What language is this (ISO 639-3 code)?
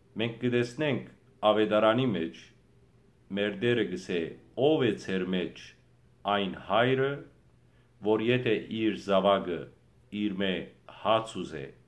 hyw